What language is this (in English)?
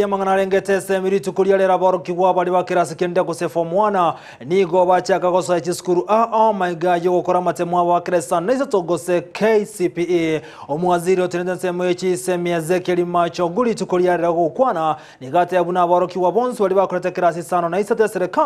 Gusii